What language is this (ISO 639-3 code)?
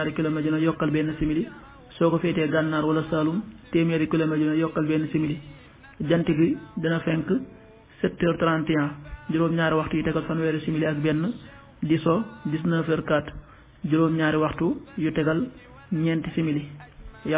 wol